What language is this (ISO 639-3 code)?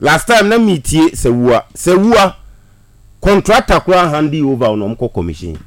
aka